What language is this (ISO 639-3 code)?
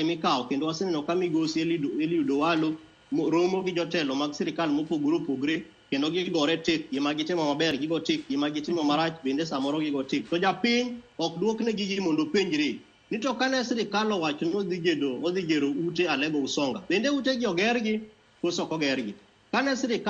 luo